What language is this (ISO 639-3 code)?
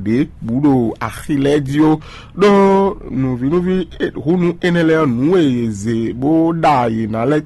fon